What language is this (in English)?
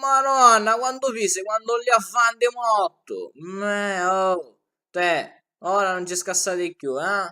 Sicilian